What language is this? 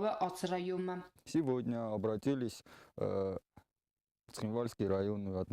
Ossetic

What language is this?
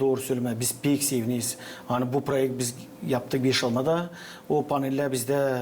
Gagauz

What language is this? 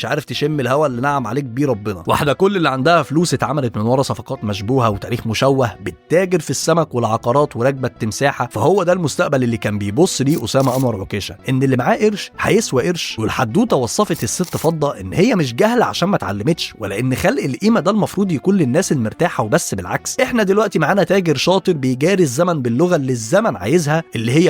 Egyptian Arabic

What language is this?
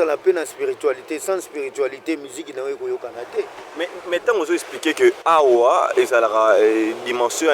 Lingala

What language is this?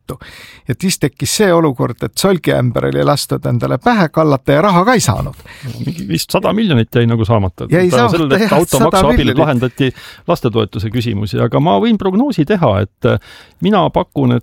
Estonian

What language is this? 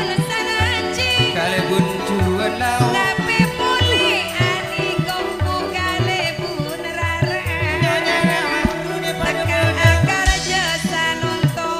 Madurese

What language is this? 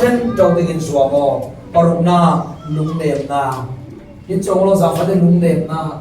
Falam Chin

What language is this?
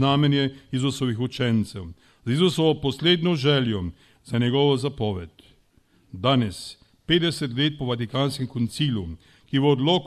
Slovenian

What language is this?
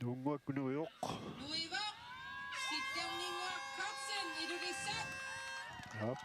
Kalaallisut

